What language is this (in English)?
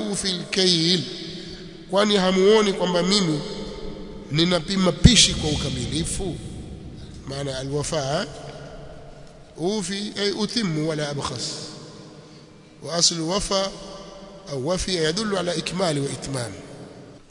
Swahili